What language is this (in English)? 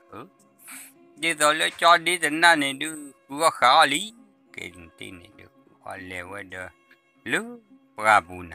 S'gaw Karen